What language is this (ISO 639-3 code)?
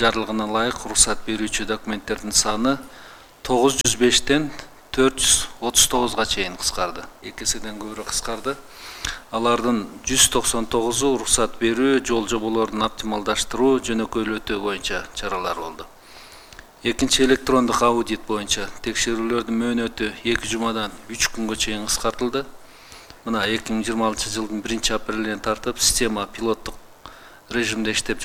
kir